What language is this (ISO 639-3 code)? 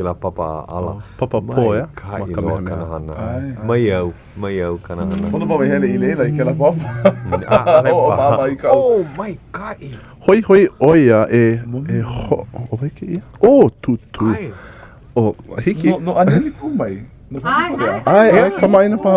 haw